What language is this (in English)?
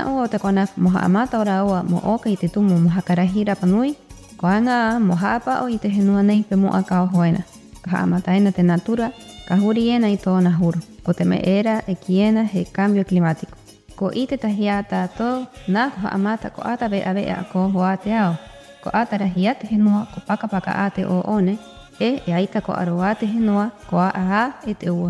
Rapanui